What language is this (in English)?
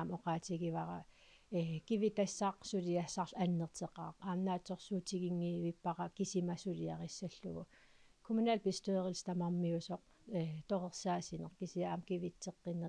Kalaallisut